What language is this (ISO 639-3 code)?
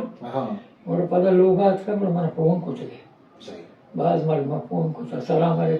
bgp